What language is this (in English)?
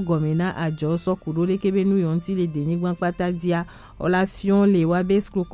Gen